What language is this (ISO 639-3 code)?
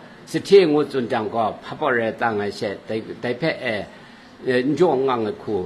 kac